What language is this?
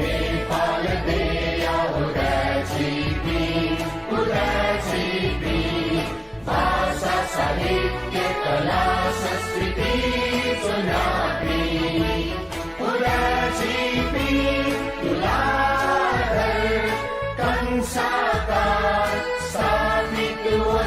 Newari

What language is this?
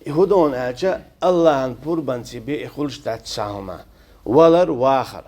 Chechen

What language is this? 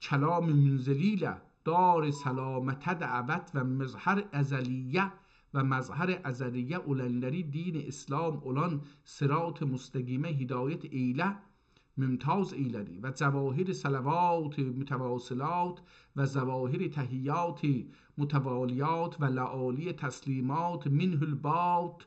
South Azerbaijani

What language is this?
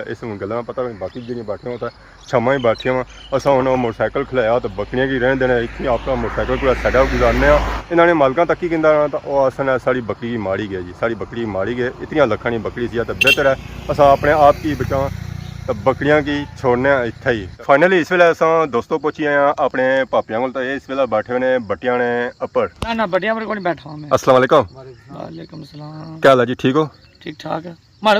Pahari-Potwari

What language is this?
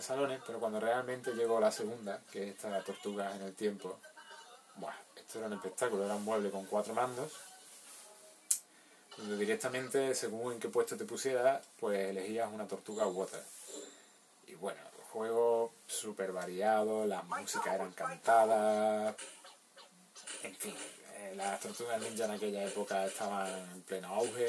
Spanish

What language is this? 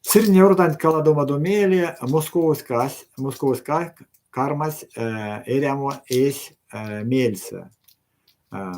Erzya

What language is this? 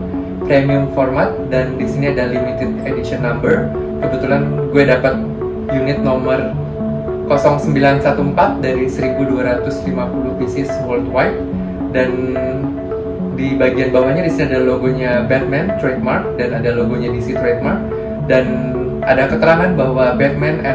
Indonesian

